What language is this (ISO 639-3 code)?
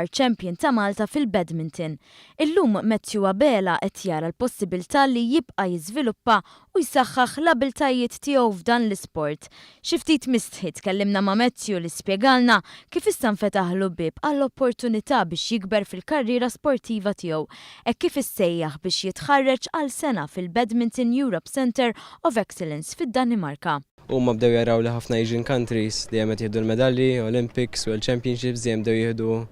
mlt